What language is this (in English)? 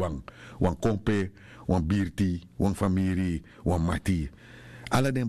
Sranan Tongo